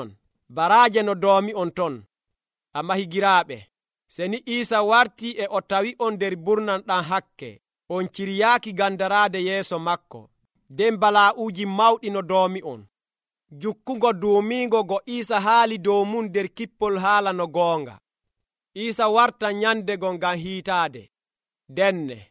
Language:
Nigerian Fulfulde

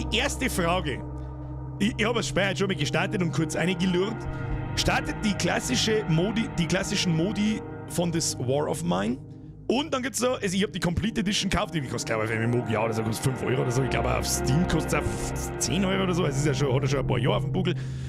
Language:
Bavarian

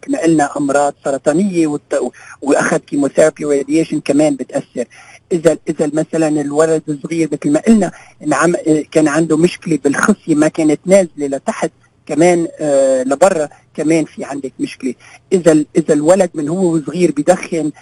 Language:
North Levantine Arabic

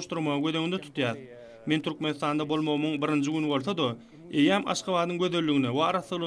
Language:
Turkmen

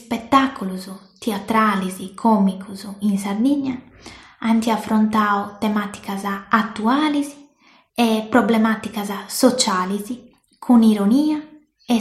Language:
Sardinian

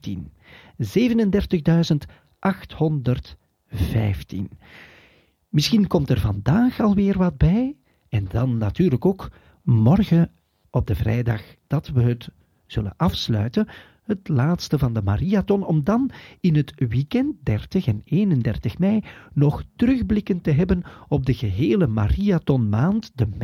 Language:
Dutch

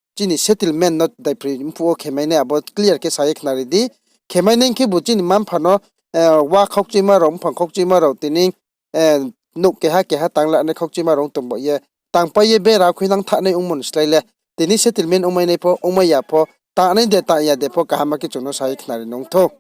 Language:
Riang (India)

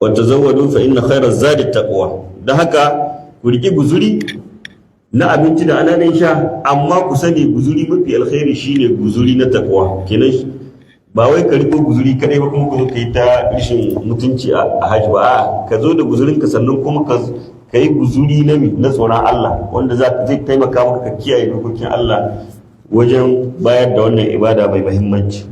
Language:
Hausa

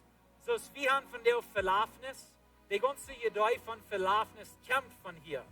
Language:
Plautdietsch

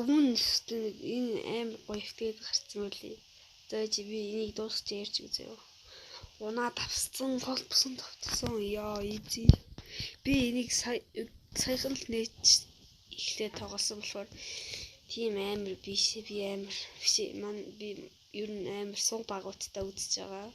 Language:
Mongolian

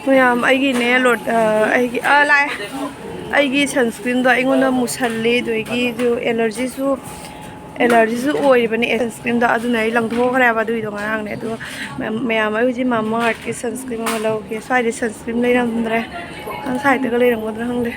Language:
Manipuri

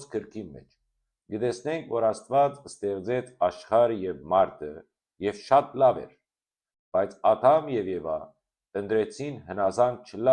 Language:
Western Armenian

